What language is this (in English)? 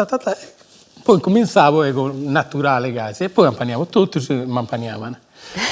Sardinian